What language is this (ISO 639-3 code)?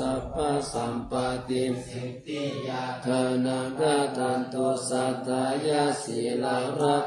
pli